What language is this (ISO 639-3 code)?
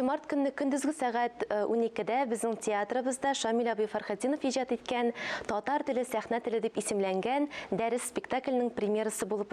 tat